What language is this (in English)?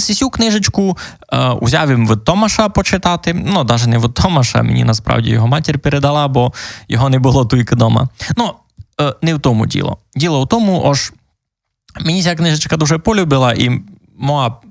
Rusyn